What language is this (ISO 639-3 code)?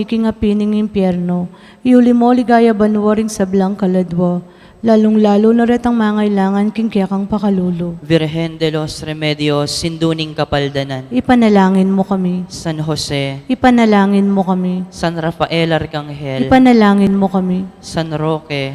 pam